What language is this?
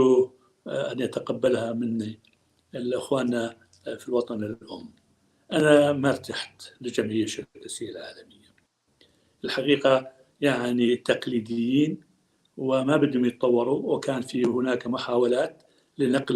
North Levantine Arabic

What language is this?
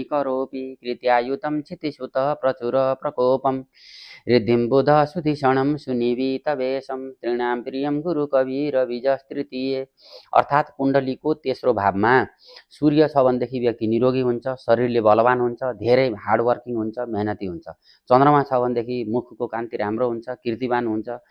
Nepali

